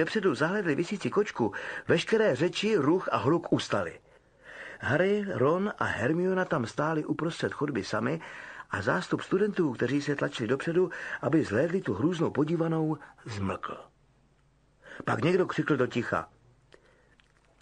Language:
Czech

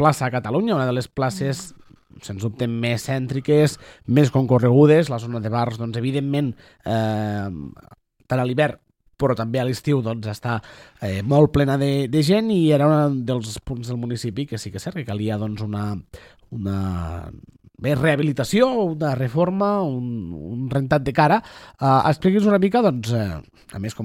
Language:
Catalan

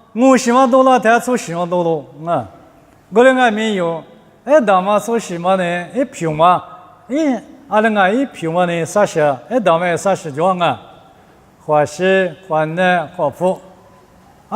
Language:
Lisu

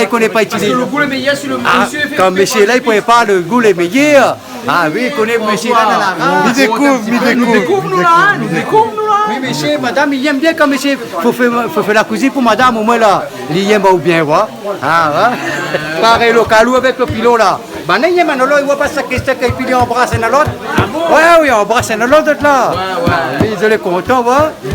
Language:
Réunion Creole French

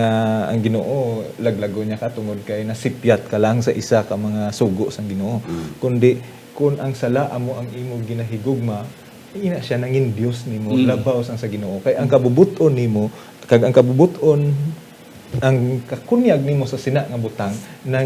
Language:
Hiligaynon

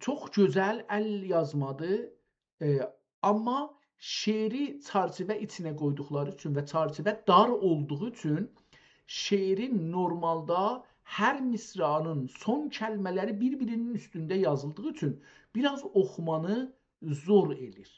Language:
South Azerbaijani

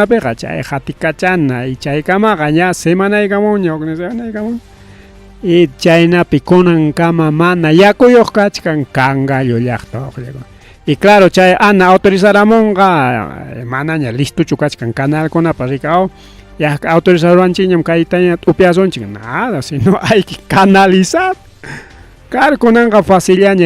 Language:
Ayacucho Quechua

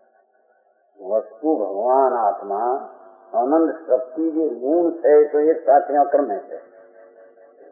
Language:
Gujarati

